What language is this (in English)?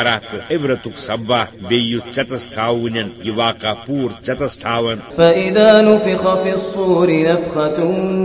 Kashmiri